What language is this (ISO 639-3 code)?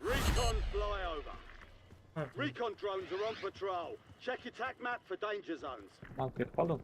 kaa